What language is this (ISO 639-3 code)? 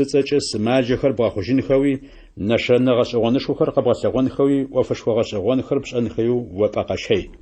ady